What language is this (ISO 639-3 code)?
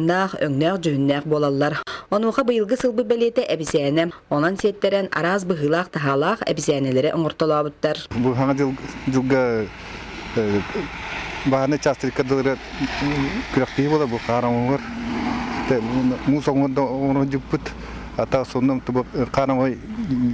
sah